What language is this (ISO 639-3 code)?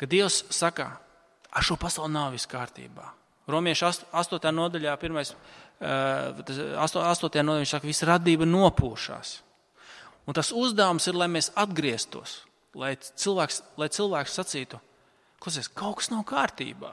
lav